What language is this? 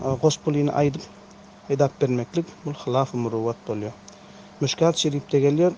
Turkmen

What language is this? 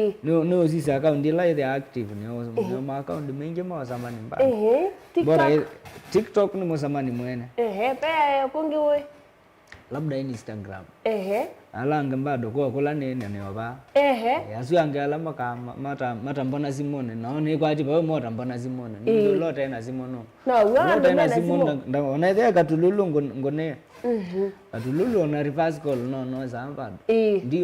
Kamba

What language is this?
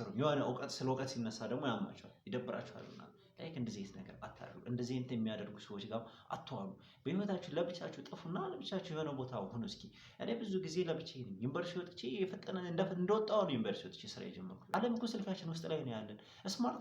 Amharic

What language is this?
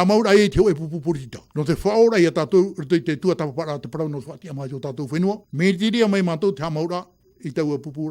Tahitian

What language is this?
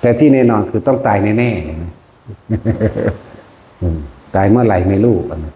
Lao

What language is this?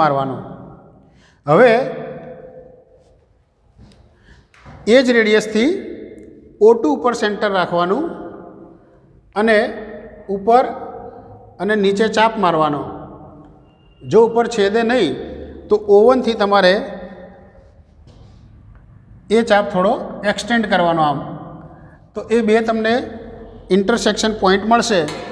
Gujarati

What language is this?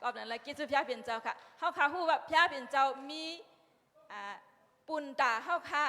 Shan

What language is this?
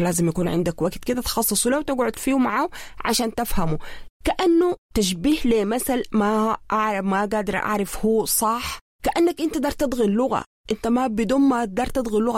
Sudanese Arabic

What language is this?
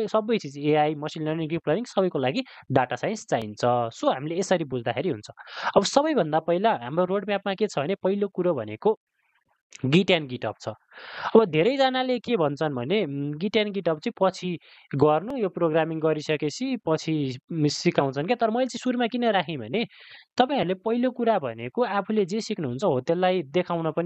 Nepali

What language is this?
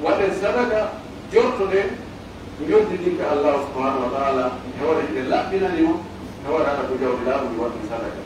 Pular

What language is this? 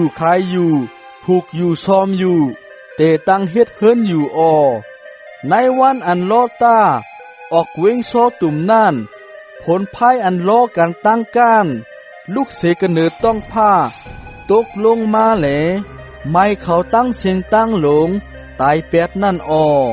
Shan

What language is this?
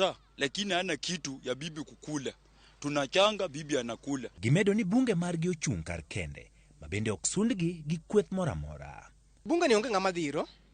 Luo (Kenya and Tanzania)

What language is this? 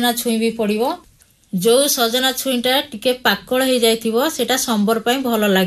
Odia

